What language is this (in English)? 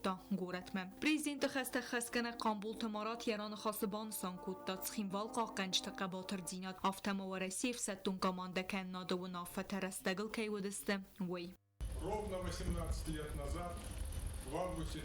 Ossetic